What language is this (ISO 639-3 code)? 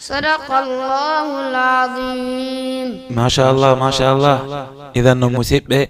ful